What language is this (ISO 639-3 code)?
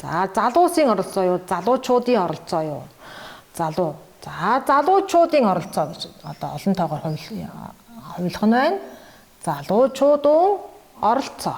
mon